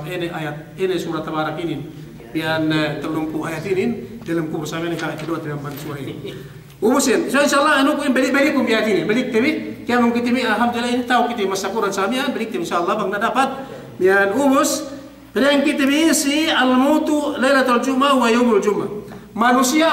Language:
Yakan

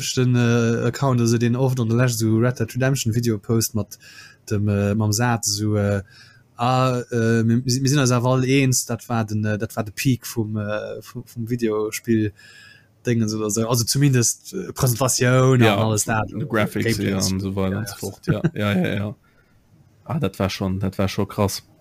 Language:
Luxembourgish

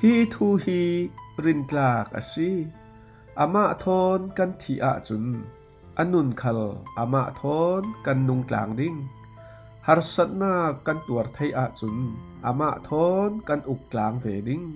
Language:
Falam Chin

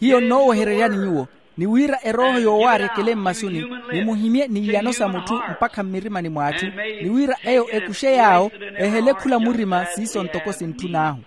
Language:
Makhuwa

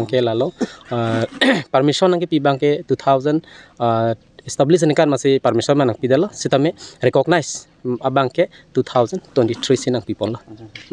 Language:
Karbi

